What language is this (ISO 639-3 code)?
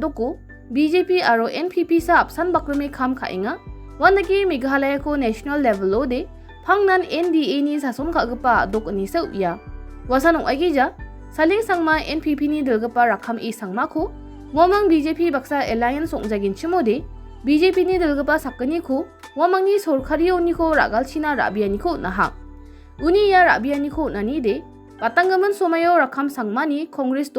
grt